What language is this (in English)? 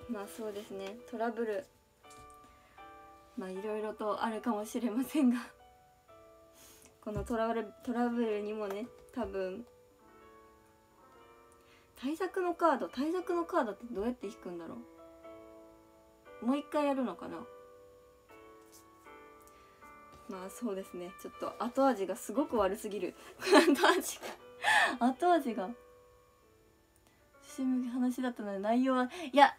Japanese